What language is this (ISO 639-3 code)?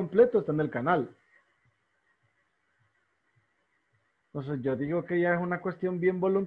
spa